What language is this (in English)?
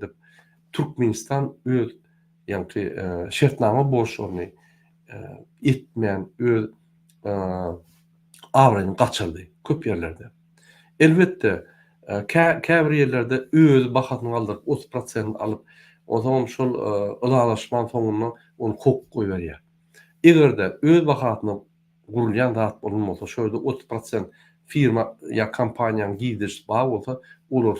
Turkmen